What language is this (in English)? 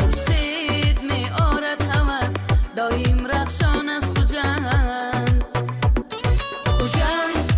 Tajik